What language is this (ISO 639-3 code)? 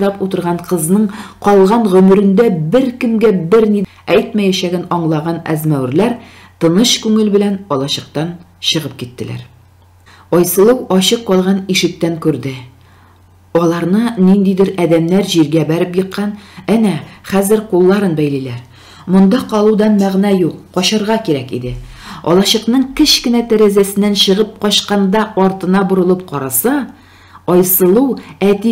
tat